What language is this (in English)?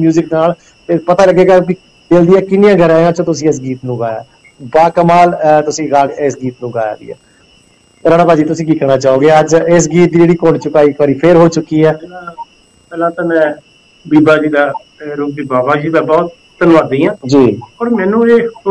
Punjabi